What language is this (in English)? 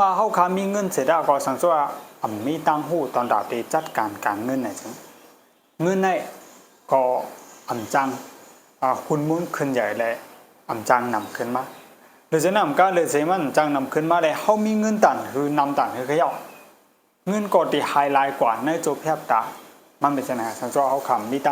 Shan